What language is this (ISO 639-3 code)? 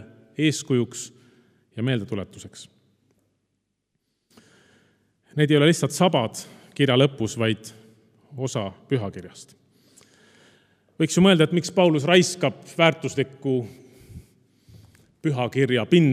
est